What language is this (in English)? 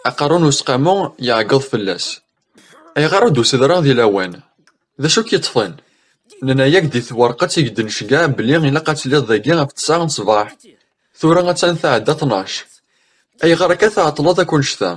Kabyle